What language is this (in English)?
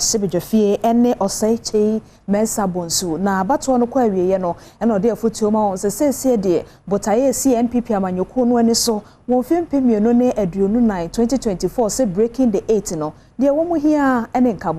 Akan